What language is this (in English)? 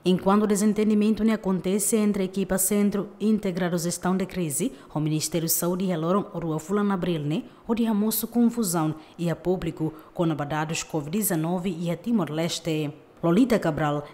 Tetum